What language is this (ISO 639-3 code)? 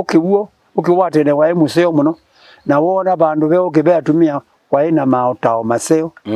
kam